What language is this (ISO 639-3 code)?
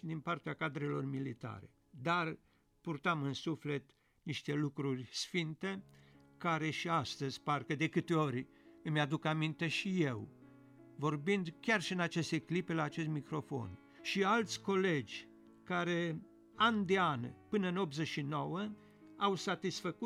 ron